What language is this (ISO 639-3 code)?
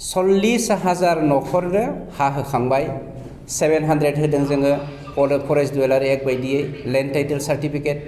brx